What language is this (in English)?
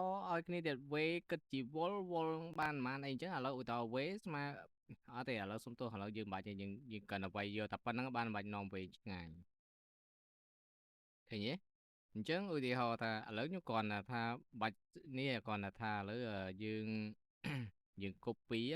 Khmer